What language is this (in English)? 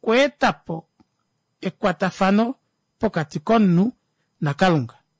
Kuanyama